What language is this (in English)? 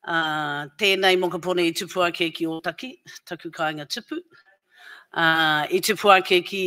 Māori